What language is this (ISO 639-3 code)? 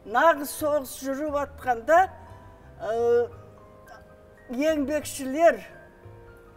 kaz